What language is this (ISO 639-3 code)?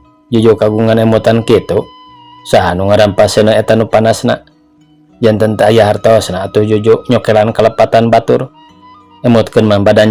sun